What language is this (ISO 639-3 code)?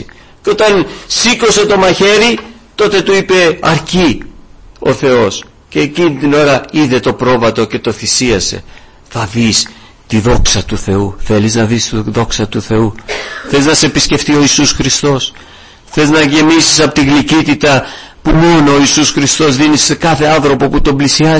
ell